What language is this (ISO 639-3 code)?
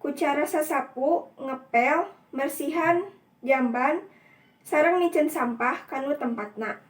sun